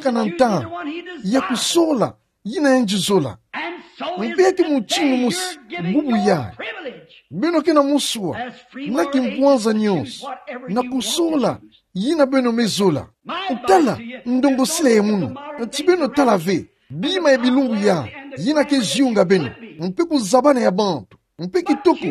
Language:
Kituba (Democratic Republic of Congo)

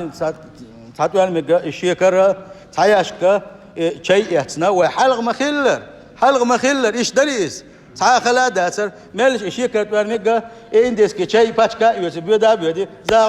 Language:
Chechen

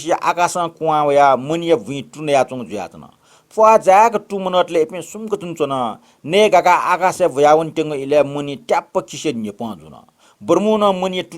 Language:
Newari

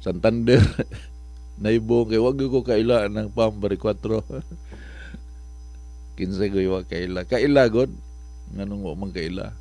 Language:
Cebuano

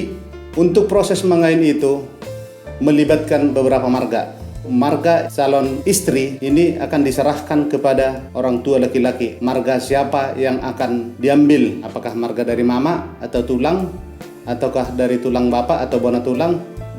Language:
Batak Toba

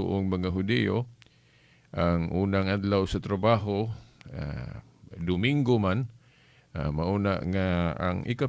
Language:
Cebuano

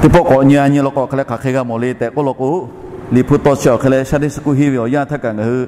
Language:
Lahu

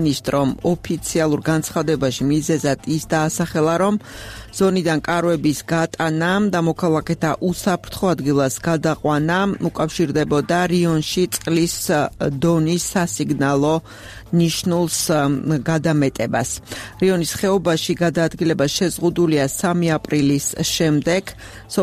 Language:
Georgian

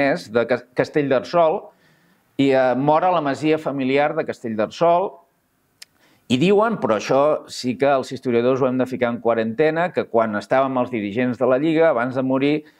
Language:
Catalan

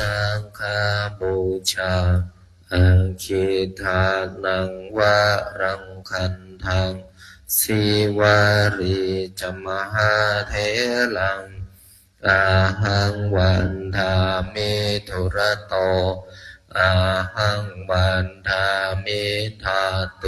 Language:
Pali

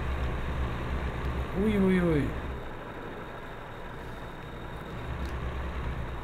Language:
German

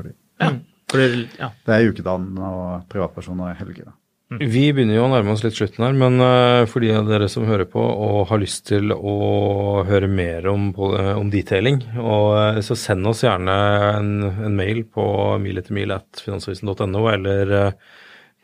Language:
Norwegian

